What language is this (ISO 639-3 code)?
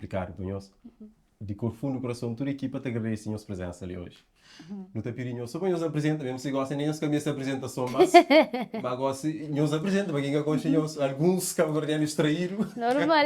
kea